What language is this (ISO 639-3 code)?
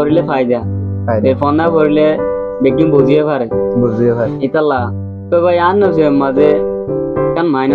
rhg